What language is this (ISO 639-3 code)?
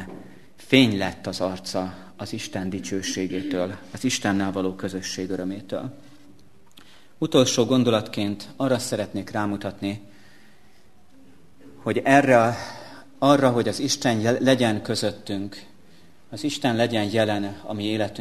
hun